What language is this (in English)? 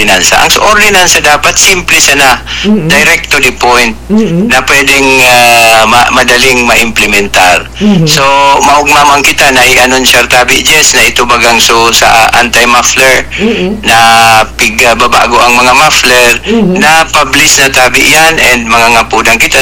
Bikol